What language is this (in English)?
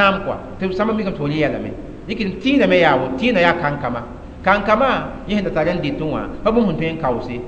Mossi